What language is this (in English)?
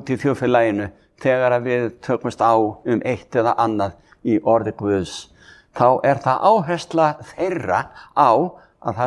Icelandic